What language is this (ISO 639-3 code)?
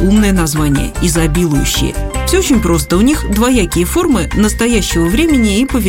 rus